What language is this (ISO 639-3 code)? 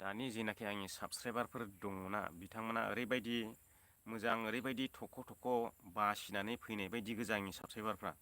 brx